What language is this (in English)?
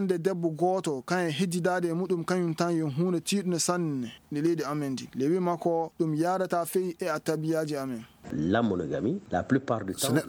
Fula